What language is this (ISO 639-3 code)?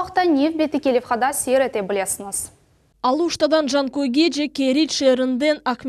crh